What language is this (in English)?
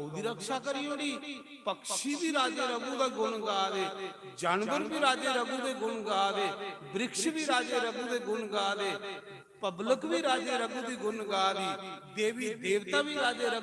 Dogri